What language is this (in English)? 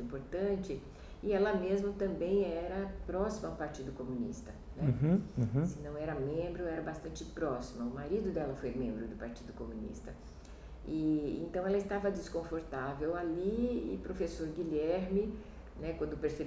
Portuguese